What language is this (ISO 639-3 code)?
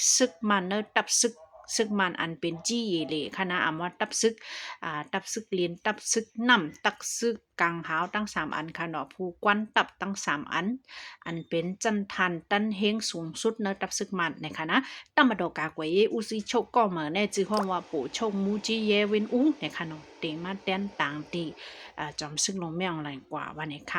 shn